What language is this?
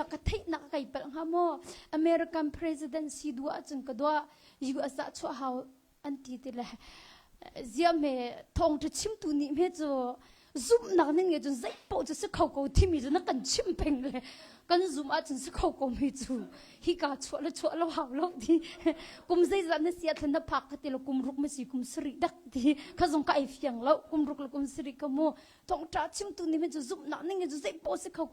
Hakha Chin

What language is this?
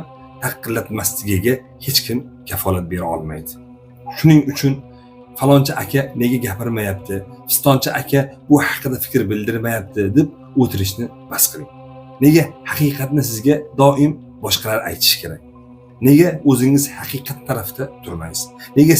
Uzbek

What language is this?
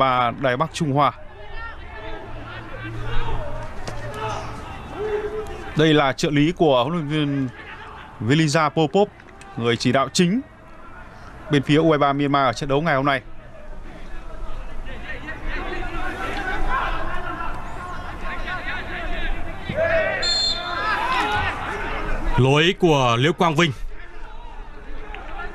Vietnamese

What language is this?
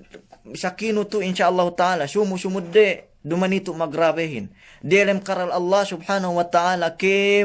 Yakan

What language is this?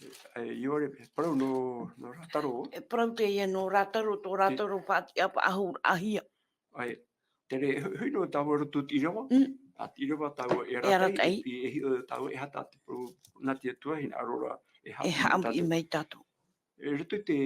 Tahitian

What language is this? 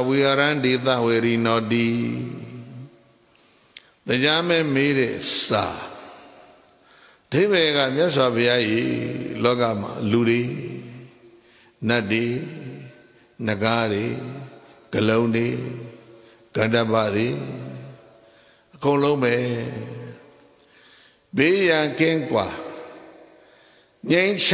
Burmese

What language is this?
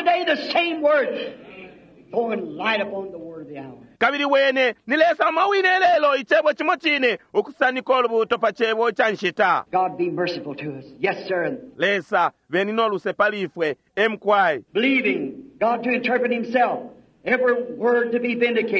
Bemba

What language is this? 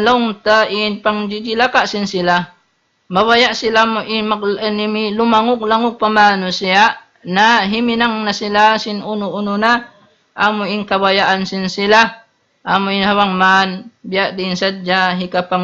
Tausug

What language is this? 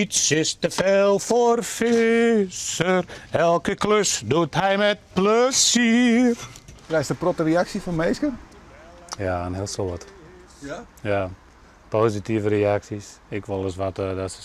Western Frisian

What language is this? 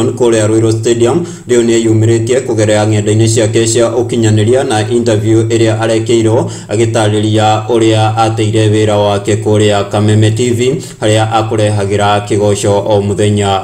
Kikuyu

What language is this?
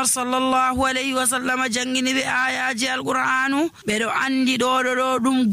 Nigerian Fulfulde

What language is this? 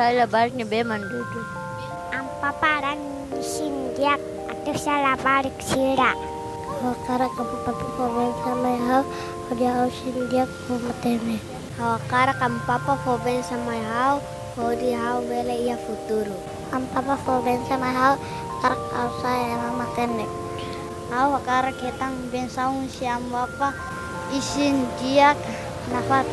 Tetum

